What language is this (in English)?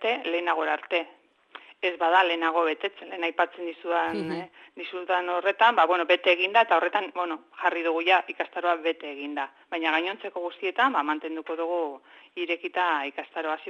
Basque